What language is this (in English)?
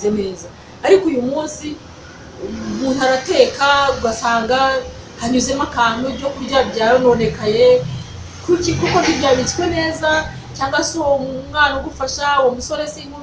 Kinyarwanda